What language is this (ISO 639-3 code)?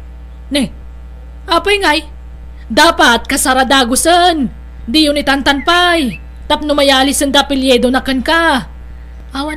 ilo